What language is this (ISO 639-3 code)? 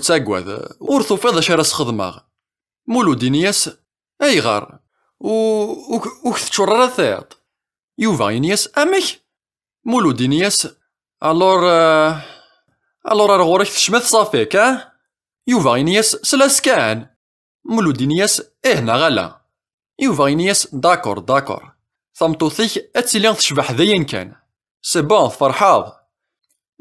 kab